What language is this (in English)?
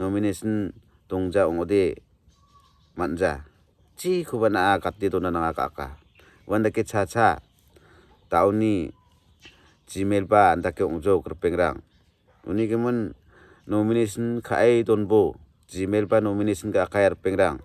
Garo